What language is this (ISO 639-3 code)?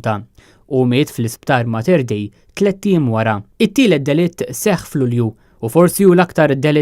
mlt